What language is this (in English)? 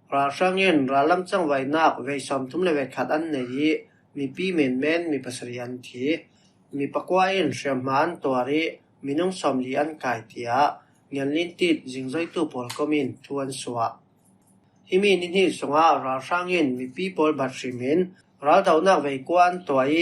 Falam Chin